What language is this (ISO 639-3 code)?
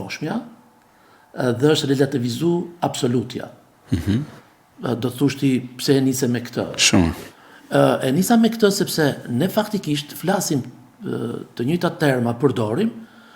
sqi